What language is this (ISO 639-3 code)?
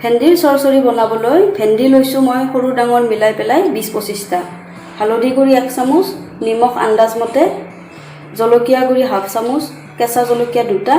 asm